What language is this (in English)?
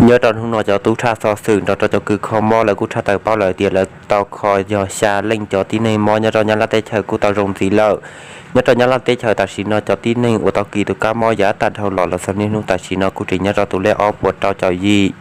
Hmong